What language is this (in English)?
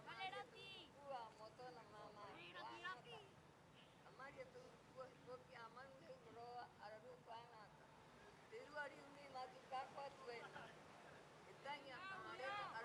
Rapanui